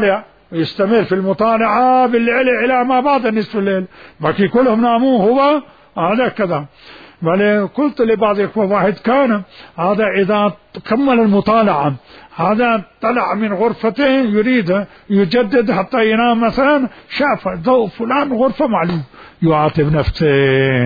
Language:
Mesopotamian Arabic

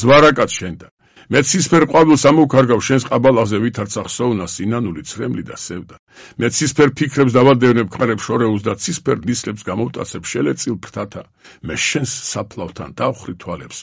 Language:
Georgian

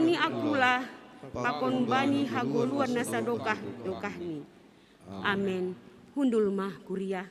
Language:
Batak Simalungun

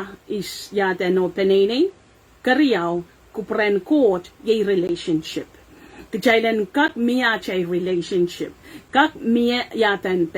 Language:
Pohnpeian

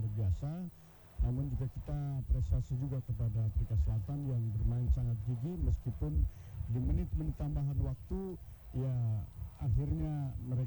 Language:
Indonesian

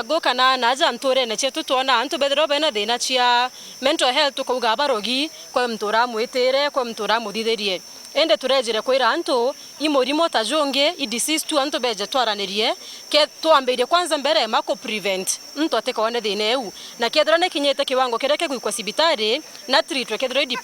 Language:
Meru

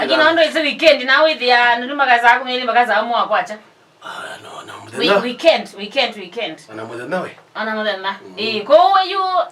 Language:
Kamba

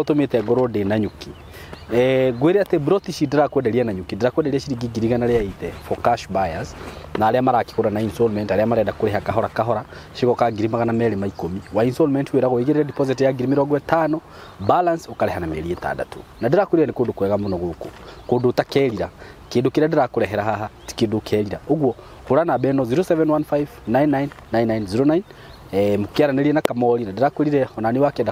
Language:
Kikuyu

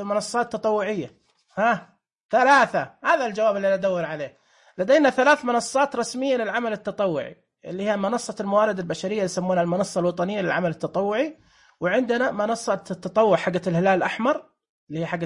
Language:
Najdi Arabic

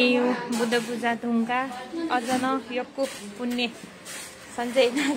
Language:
Nepali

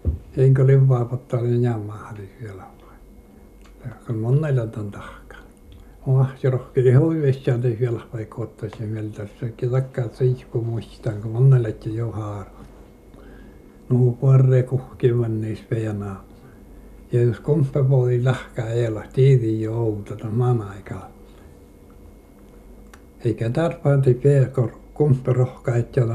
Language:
Finnish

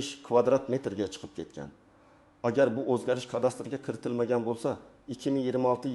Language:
Uzbek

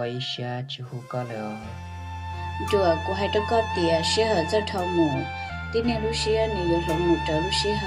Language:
Hmong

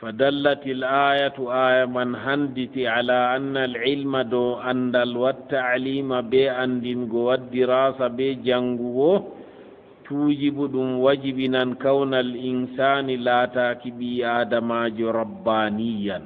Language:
Fula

